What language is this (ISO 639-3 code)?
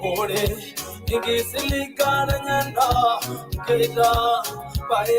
mas